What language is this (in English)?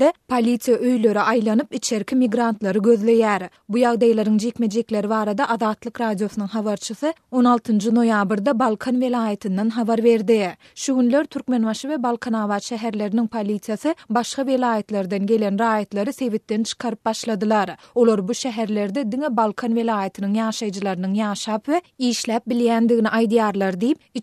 Turkmen